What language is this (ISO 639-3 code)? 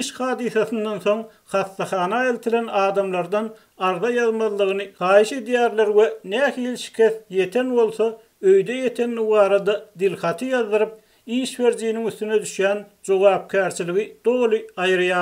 tuk